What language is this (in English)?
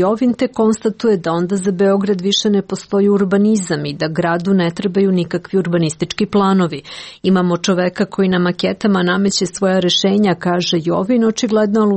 Serbian